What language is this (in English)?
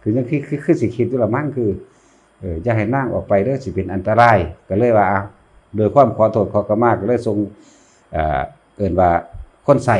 Northeastern Thai